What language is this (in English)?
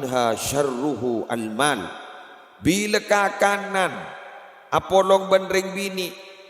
Madurese